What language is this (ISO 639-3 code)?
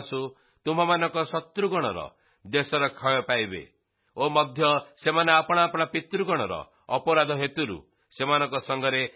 ori